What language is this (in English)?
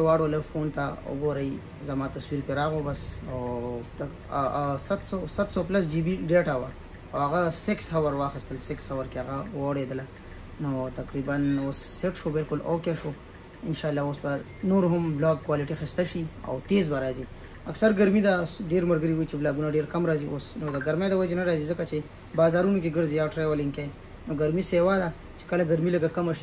Pashto